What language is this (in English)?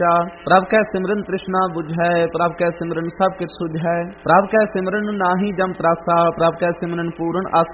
Punjabi